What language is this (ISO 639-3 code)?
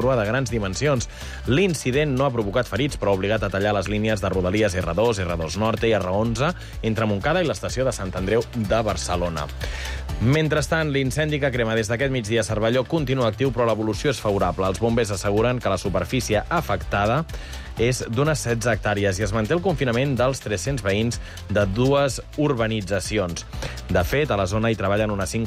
cat